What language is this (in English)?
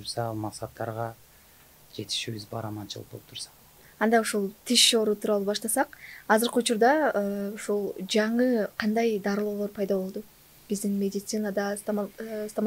Kyrgyz